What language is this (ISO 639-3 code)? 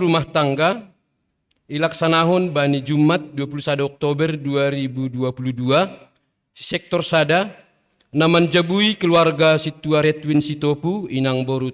bts